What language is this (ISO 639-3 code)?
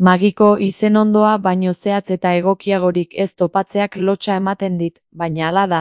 eus